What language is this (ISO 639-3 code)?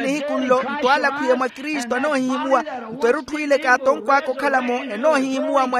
vmw